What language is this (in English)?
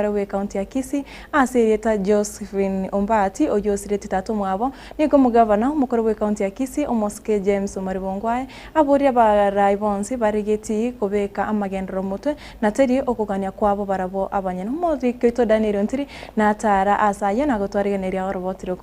Gusii